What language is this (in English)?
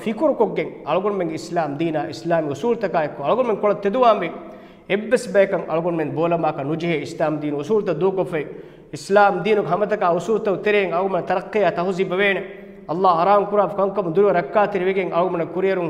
Divehi